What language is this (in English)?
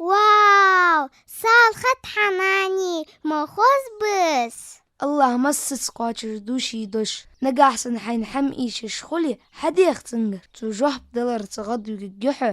Ingush